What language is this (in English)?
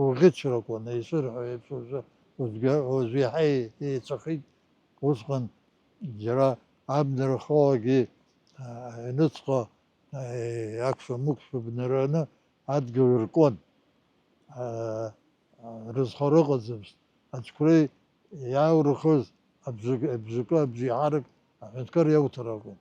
Abkhazian